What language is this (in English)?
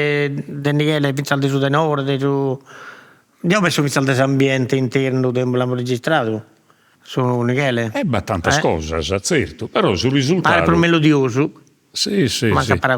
Sardinian